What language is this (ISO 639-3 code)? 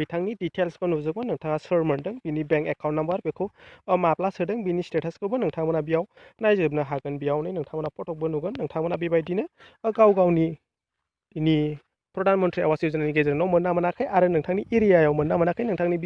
brx